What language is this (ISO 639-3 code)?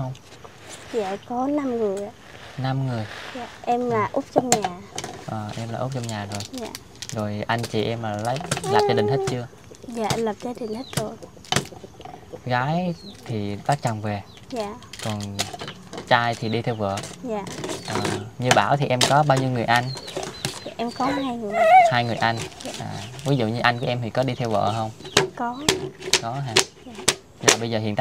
vie